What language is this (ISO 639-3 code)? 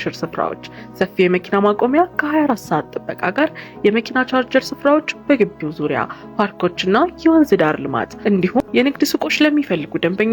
amh